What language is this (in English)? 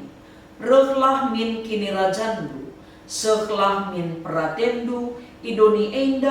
Batak Karo